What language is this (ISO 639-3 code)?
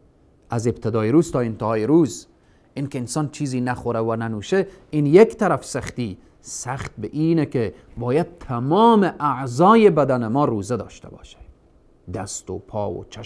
fas